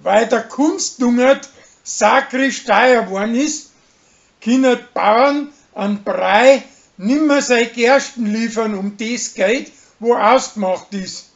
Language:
Bavarian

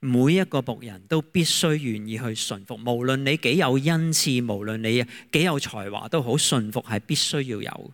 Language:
Cantonese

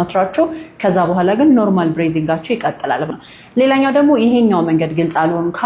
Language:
Amharic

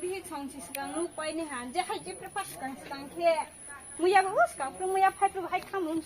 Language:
Kok Borok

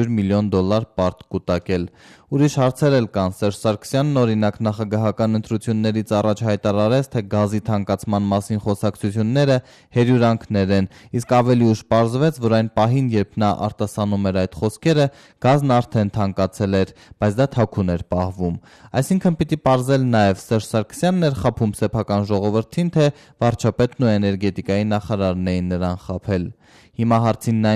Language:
Armenian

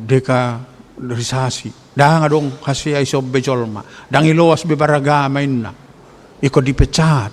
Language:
Batak Toba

